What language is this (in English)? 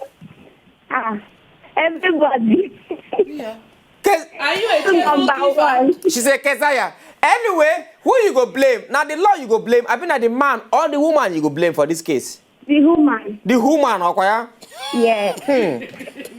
Nigerian Pidgin